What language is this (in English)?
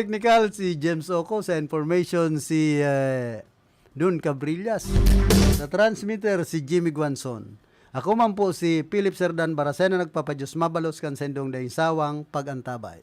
Bikol